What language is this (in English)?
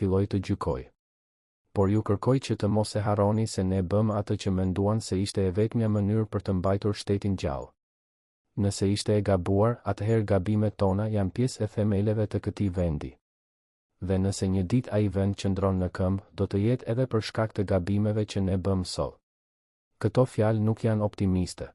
Albanian